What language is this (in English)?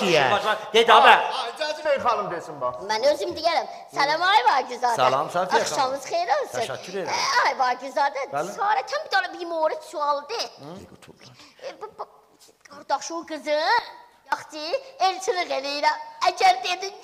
South Azerbaijani